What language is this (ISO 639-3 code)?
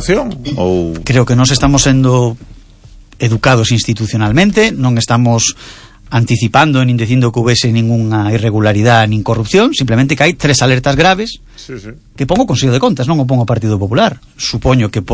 glg